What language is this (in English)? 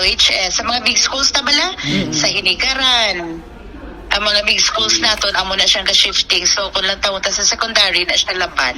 Hiligaynon